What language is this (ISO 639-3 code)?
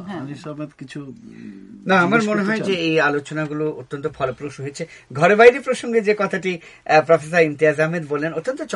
ben